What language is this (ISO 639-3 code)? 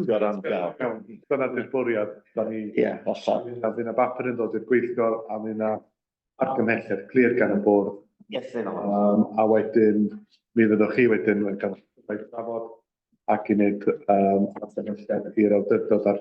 cym